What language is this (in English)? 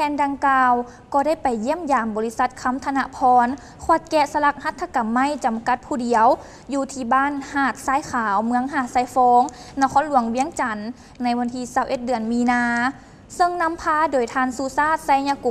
Lao